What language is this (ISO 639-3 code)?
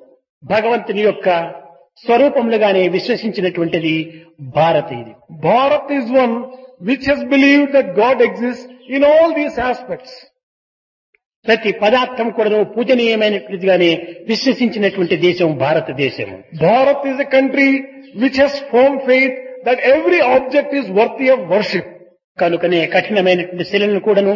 tel